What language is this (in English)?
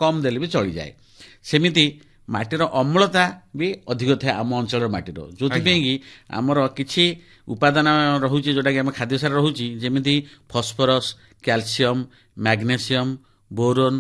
Odia